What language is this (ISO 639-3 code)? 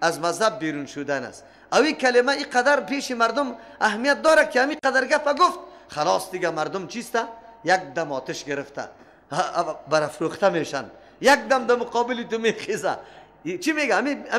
fas